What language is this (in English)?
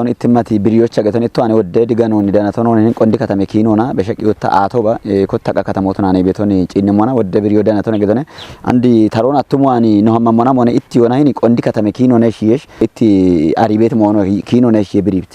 Kafa